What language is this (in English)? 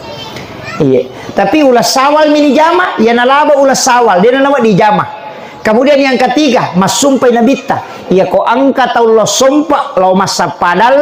Buginese